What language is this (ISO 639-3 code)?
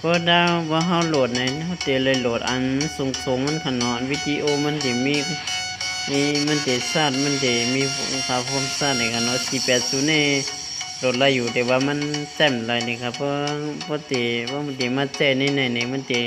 shn